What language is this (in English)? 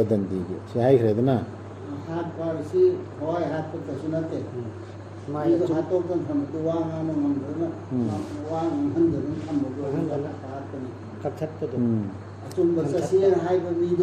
Manipuri